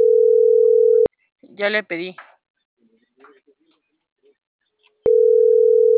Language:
Spanish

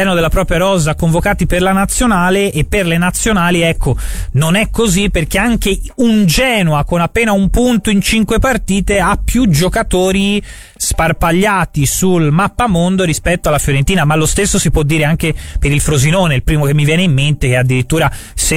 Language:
Italian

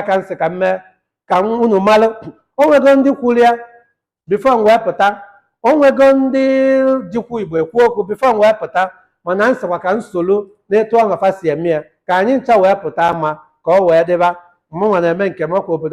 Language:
Igbo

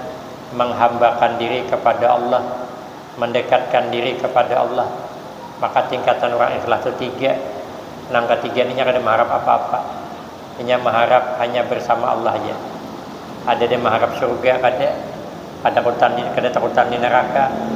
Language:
Banjar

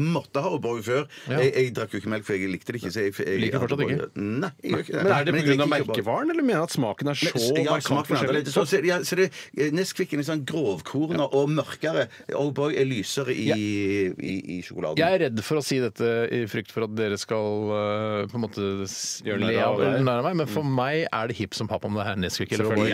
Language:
Norwegian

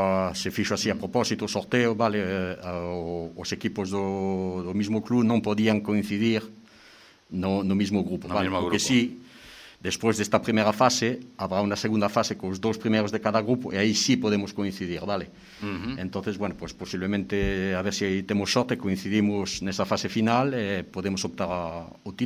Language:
Galician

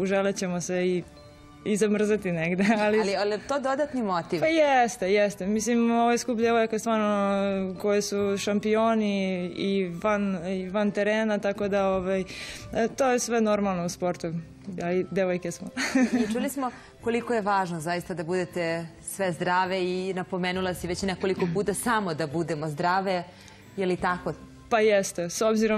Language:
Serbian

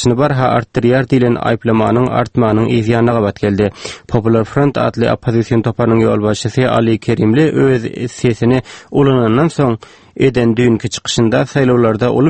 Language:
Turkmen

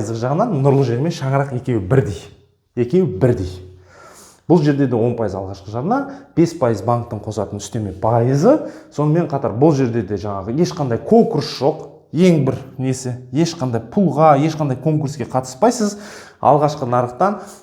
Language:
Kazakh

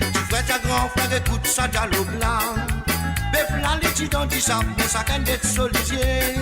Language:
Morisyen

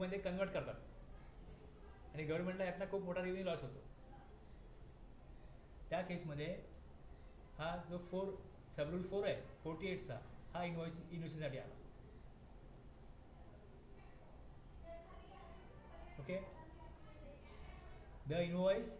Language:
Marathi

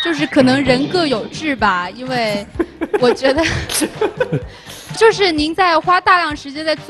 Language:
Chinese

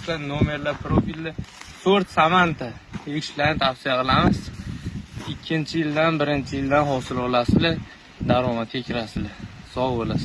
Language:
Uzbek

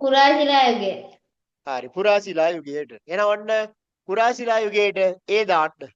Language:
Sinhala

